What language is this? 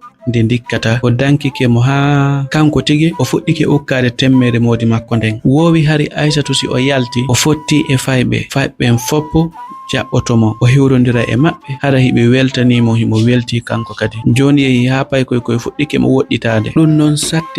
Fula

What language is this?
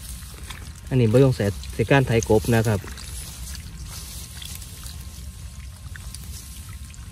Northeastern Thai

